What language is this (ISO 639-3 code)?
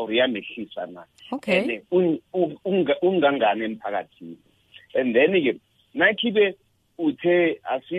nbl